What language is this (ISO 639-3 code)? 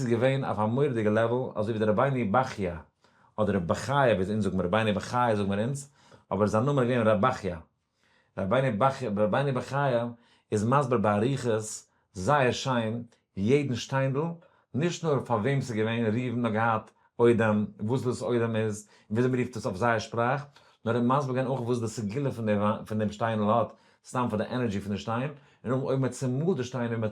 yid